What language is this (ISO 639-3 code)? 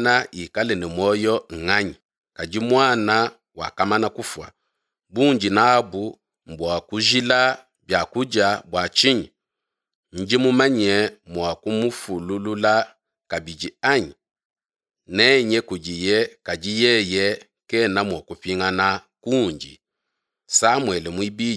lua